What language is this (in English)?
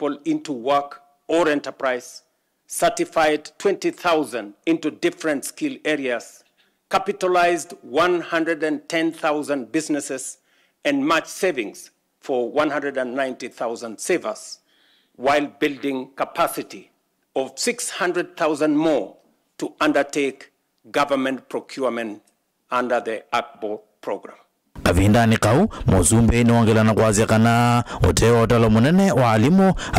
Kamba